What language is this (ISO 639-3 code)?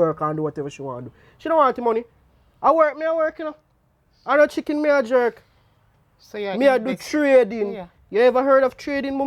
jam